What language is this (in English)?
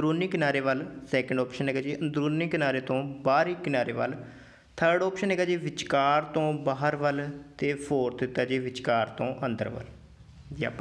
Punjabi